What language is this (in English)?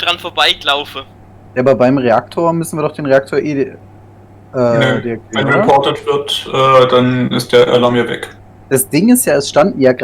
Swiss German